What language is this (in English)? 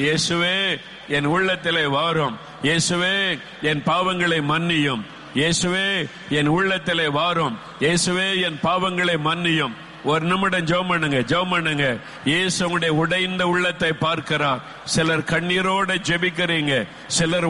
Tamil